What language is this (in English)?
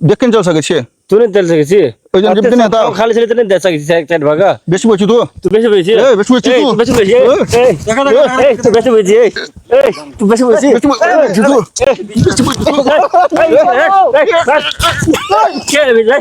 Maithili